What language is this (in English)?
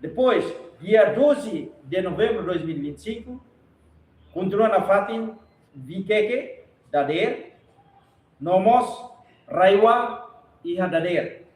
Tetum